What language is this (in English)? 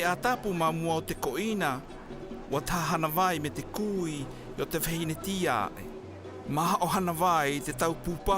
South Marquesan